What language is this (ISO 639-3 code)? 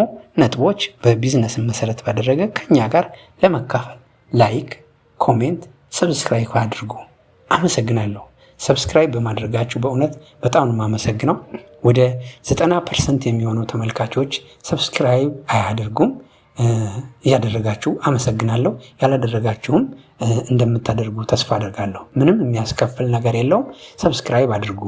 amh